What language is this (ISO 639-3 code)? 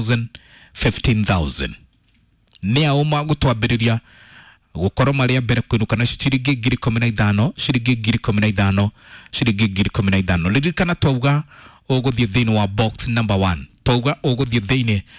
kik